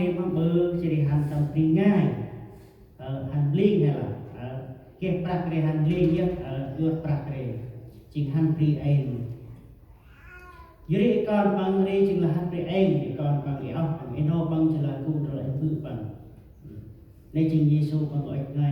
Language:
Central Mnong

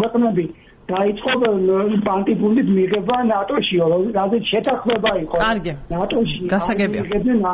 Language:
Georgian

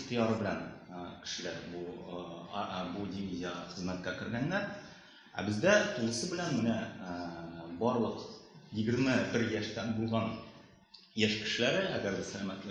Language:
Tatar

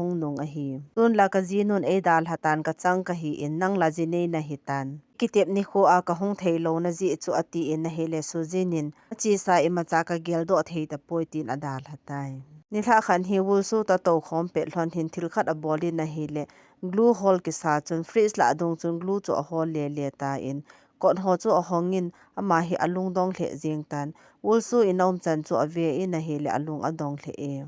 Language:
Thado Chin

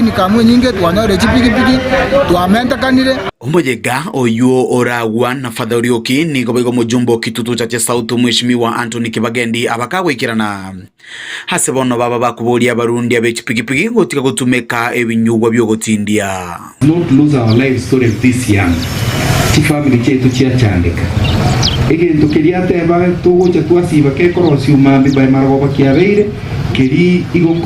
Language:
Gusii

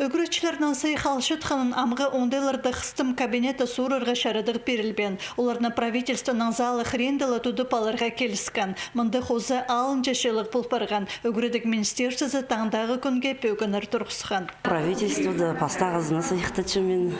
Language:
Khakas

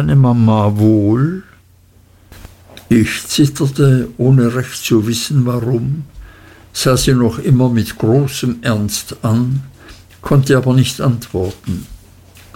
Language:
German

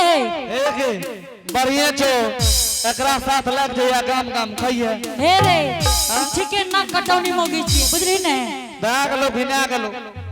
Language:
Angika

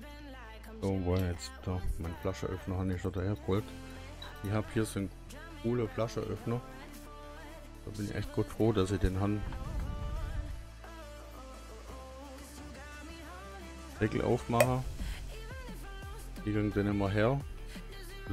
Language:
German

